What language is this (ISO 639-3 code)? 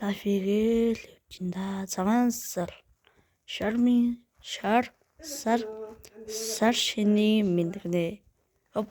mon